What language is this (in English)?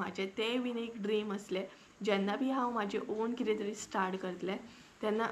Konkani